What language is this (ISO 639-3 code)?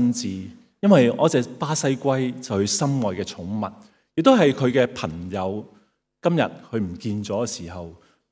yue